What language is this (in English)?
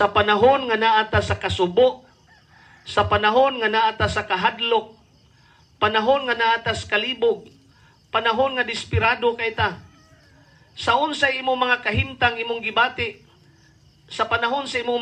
Cebuano